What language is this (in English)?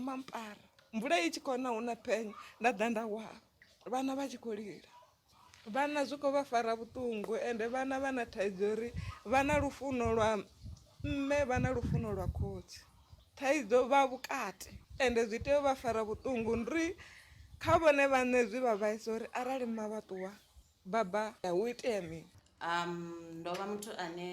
Venda